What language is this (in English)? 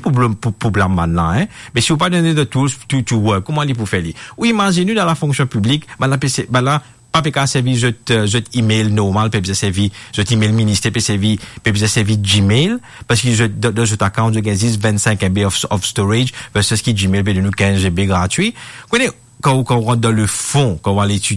Morisyen